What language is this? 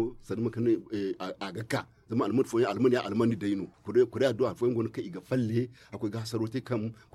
Zarma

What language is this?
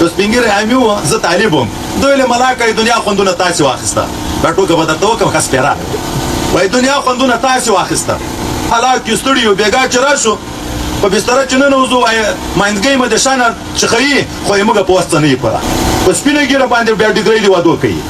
Pashto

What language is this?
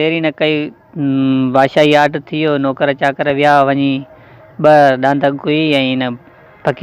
Sindhi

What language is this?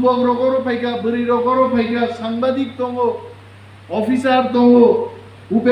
Kok Borok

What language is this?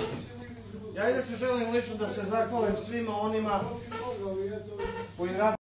Serbian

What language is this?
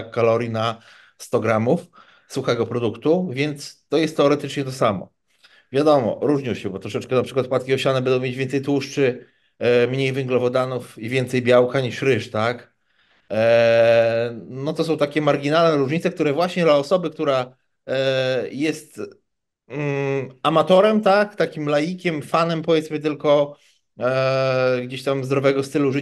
Polish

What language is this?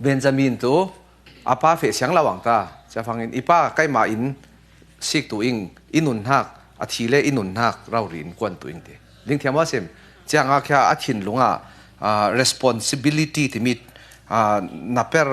Falam Chin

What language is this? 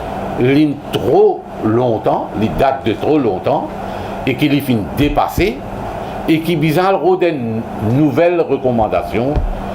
Morisyen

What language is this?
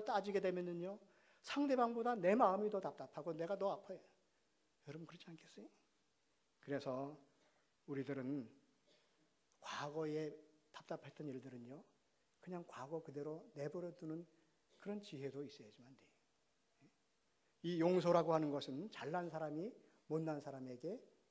Korean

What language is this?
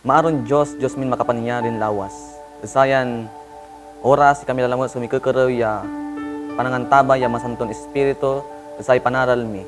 Pangasinan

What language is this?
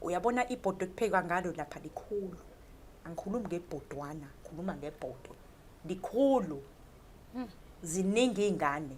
Zulu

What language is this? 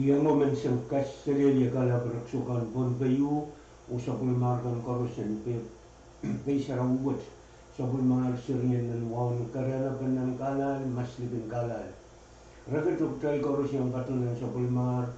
Pohnpeian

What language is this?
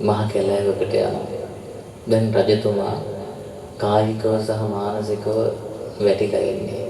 Sinhala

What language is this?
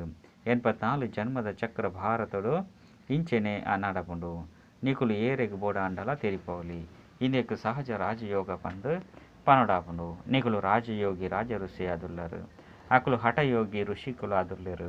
Tulu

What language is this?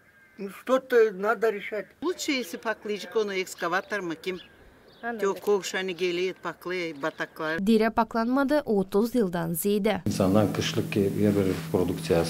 Gagauz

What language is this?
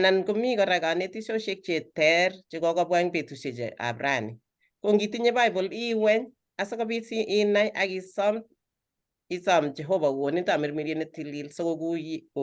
Kalenjin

